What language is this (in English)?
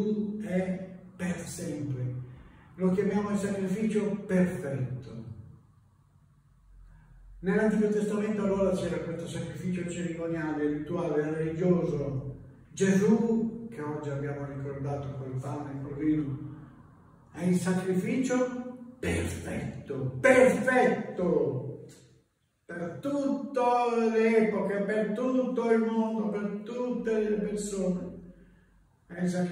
Italian